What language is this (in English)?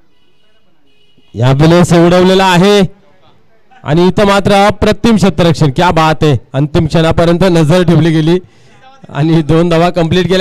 Marathi